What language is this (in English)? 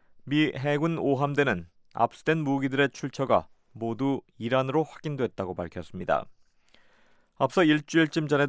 Korean